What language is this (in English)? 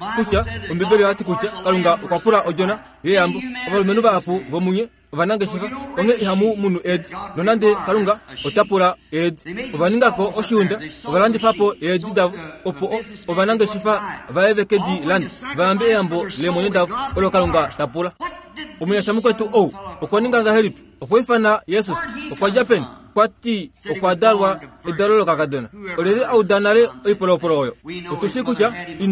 Kuanyama